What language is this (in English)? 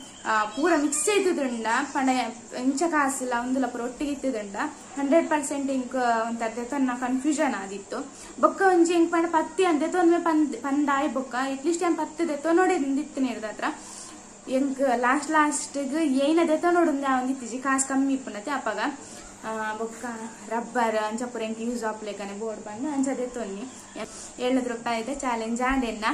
Tulu